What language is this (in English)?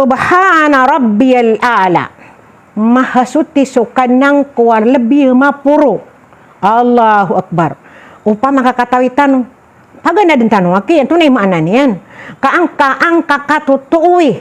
Maranao